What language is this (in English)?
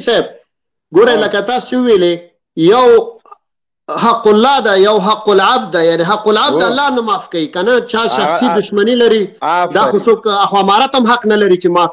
Pashto